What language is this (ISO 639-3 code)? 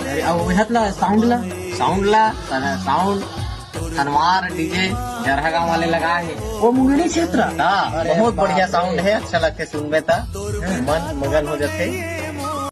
hne